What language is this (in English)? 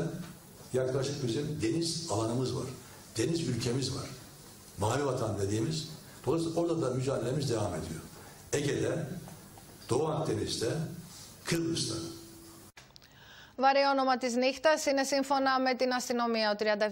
Greek